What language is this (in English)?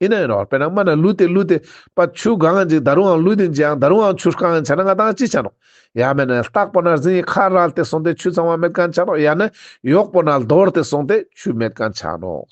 Ladakhi